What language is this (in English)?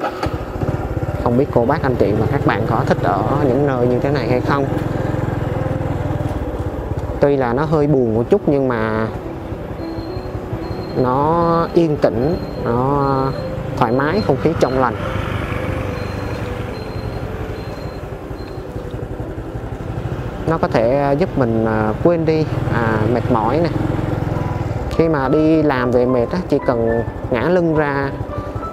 Vietnamese